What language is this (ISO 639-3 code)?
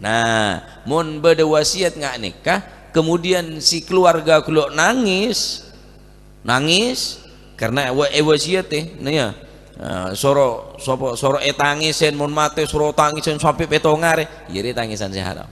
mad